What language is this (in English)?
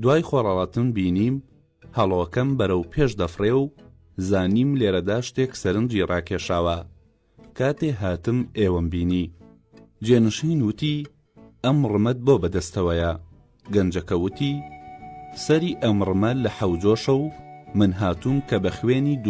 Central Kurdish